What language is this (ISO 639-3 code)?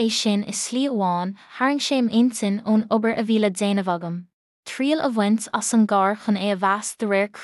gle